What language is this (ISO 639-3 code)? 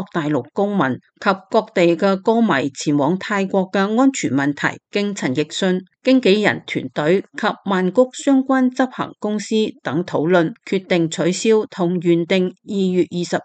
yue